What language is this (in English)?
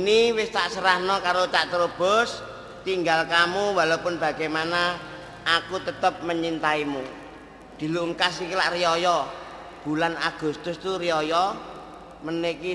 Javanese